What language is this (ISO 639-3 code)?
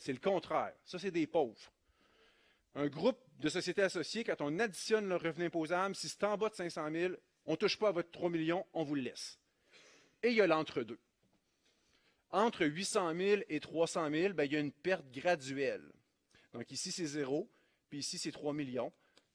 fra